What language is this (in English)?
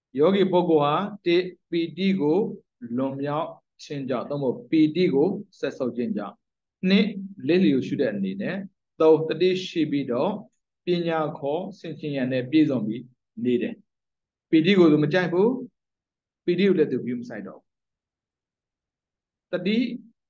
Burmese